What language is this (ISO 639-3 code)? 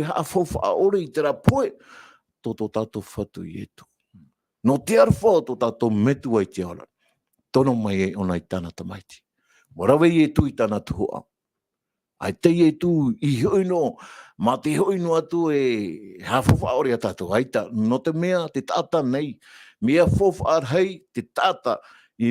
tah